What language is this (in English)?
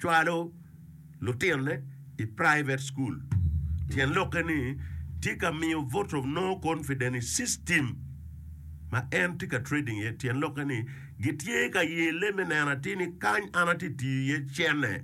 Acoli